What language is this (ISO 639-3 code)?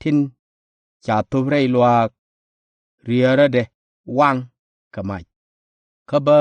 nus